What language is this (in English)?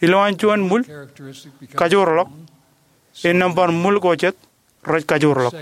Marshallese